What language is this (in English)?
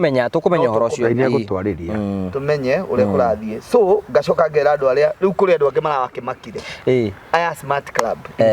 Kikuyu